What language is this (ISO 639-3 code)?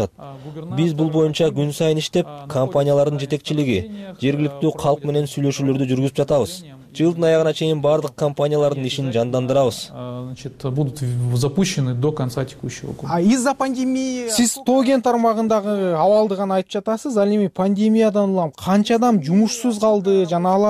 kir